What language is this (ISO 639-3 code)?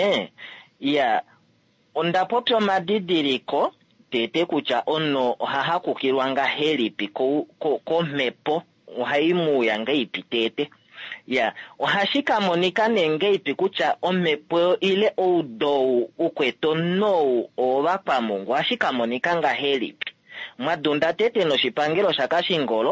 kua